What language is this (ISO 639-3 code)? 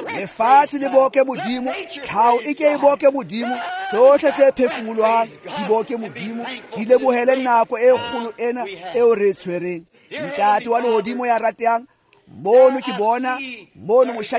tsn